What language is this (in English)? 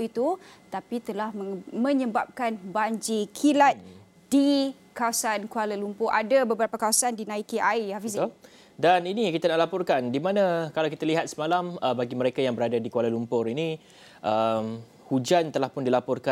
Malay